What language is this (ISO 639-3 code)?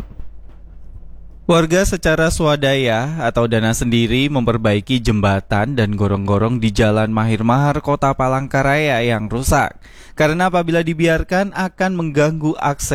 ind